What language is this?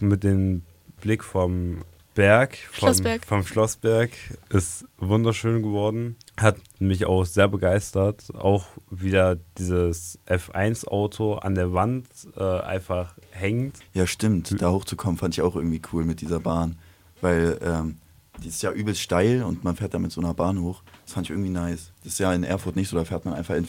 German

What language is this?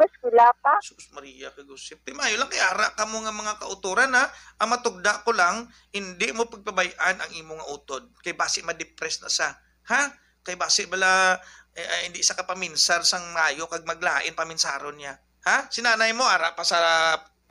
Hiligaynon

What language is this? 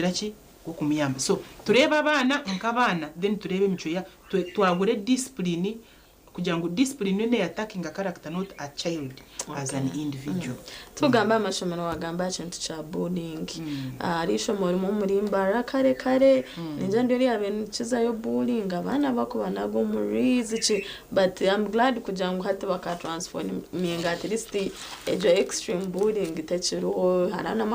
Nyankole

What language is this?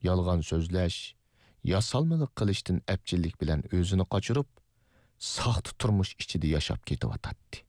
Uyghur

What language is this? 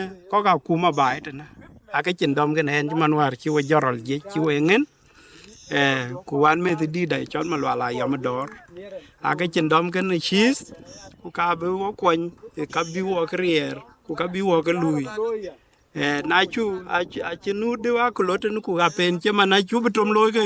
Dinka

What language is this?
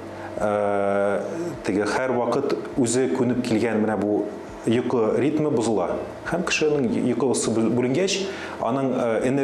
Tatar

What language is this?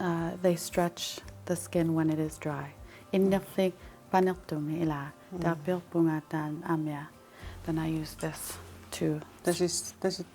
Kalaallisut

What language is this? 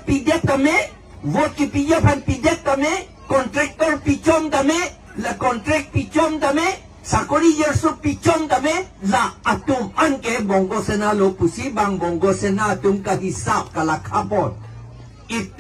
Karbi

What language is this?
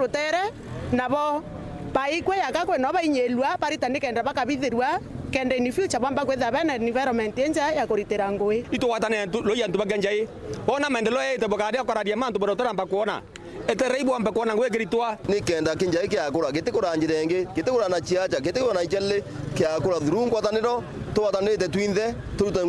Meru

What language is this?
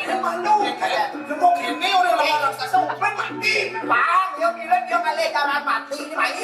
Balinese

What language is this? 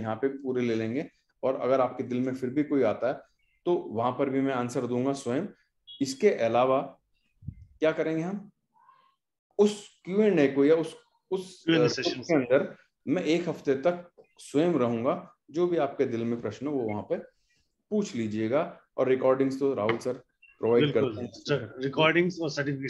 Hindi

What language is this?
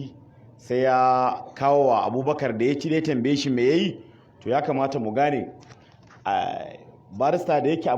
Hausa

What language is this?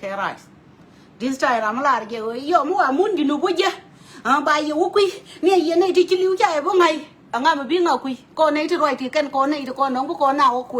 Nuer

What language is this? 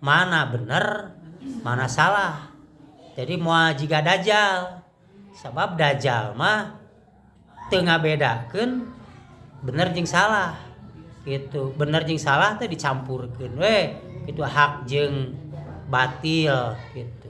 Sundanese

